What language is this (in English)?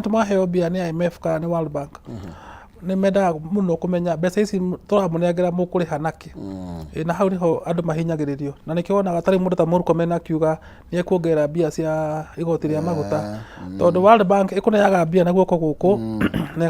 Kikuyu